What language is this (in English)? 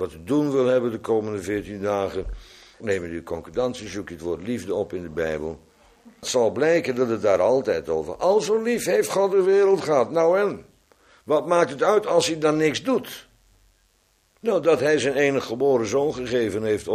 Dutch